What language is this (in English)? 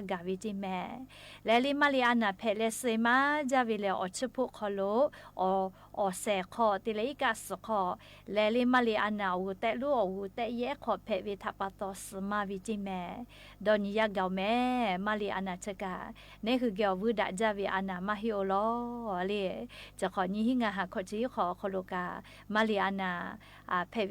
Lahu